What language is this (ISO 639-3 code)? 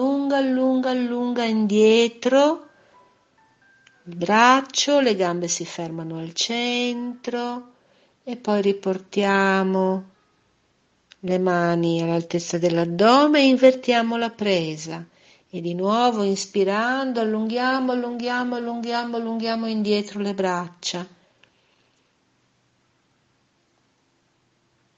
ita